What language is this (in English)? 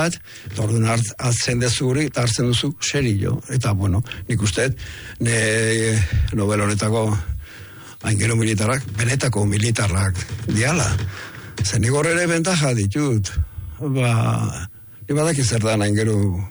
Basque